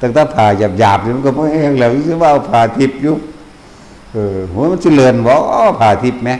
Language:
Northeastern Thai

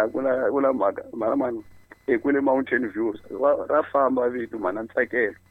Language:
Tsonga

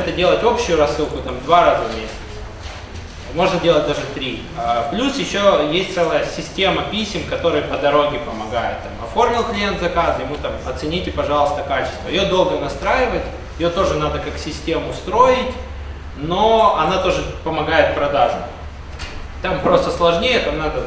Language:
Russian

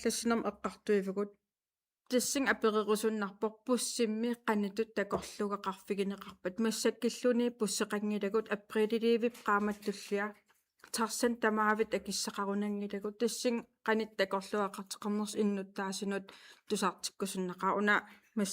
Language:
Kalaallisut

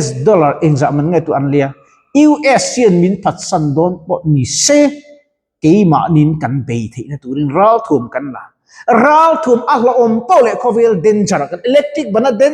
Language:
Mizo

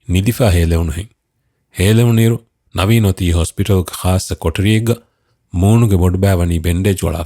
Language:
Divehi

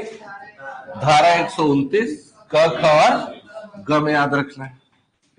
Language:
Hindi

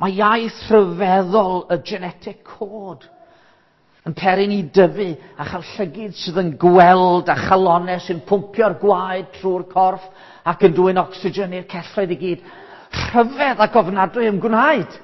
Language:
Welsh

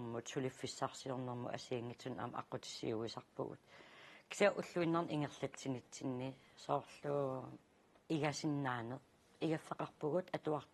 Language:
Kalaallisut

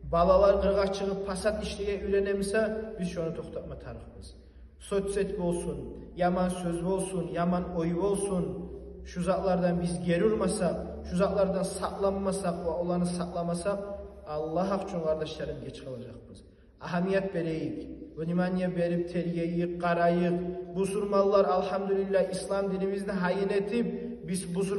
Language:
Kumyk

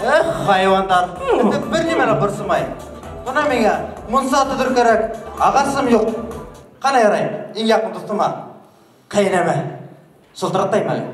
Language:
Bashkir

